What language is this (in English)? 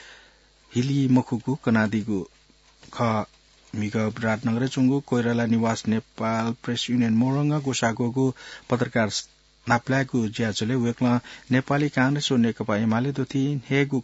Newari